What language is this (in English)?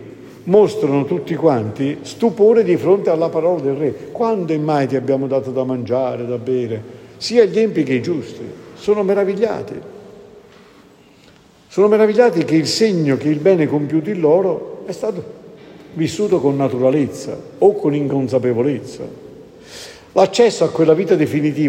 Italian